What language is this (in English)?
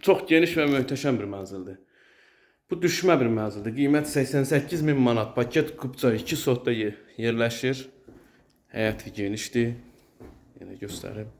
Azerbaijani